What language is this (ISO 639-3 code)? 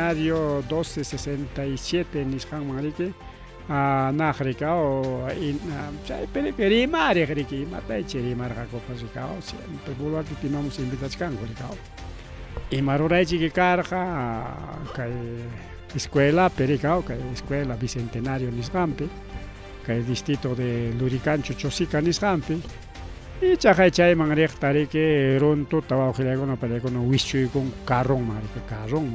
quy